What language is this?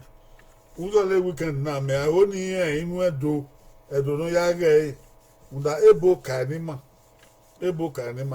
Bini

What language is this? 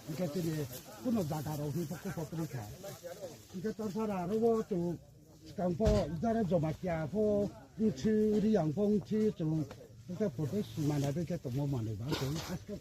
Kok Borok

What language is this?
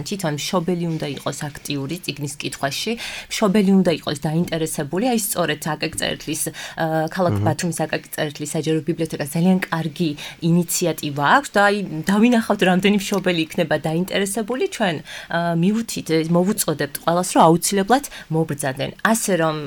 Georgian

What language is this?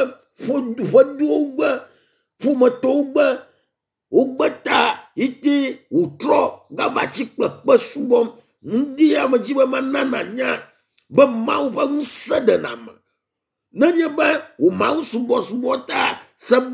Ewe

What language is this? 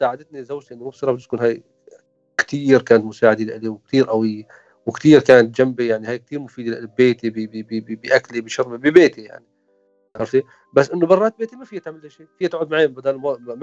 North Levantine Arabic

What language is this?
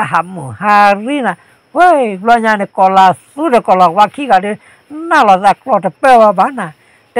S'gaw Karen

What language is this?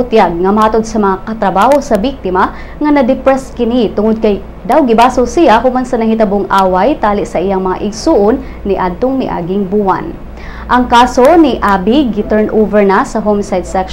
Cebuano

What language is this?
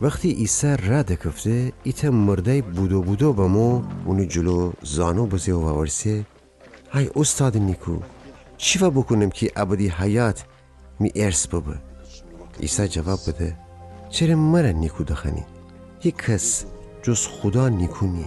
Gilaki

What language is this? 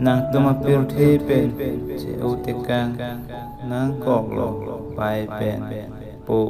Karbi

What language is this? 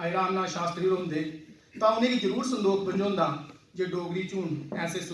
Dogri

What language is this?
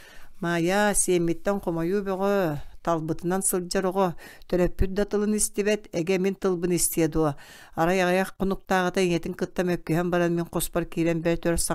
Yakut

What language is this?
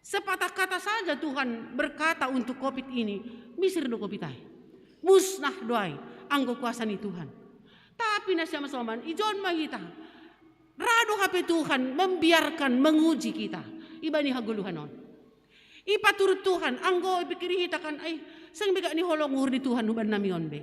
Batak Simalungun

